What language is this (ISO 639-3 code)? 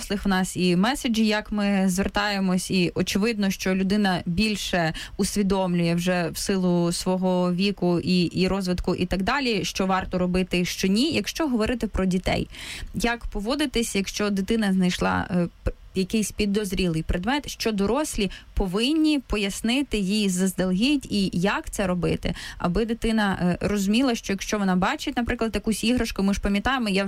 ukr